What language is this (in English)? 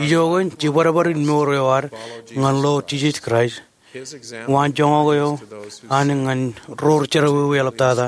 Marshallese